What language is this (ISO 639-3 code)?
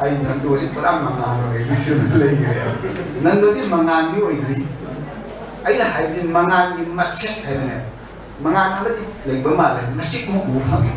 mni